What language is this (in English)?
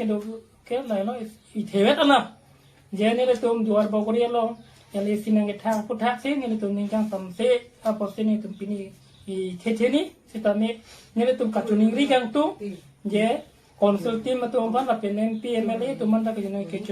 Karbi